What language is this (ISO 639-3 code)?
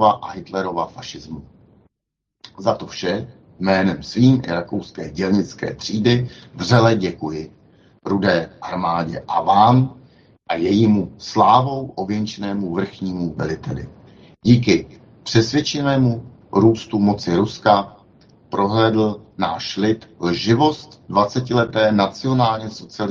ces